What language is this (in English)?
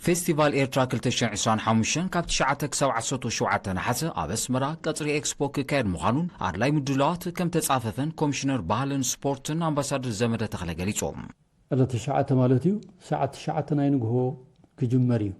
Tigrinya